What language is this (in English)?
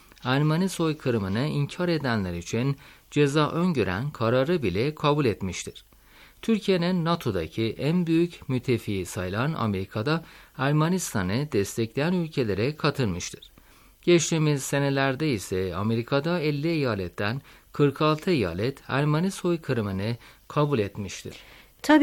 Turkish